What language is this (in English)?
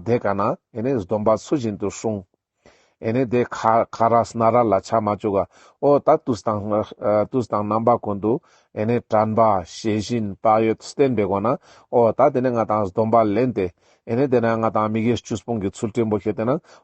Ladakhi